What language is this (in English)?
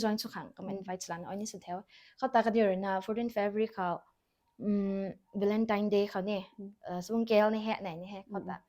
Rongmei Naga